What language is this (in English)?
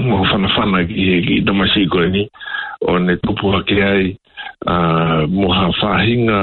Tongan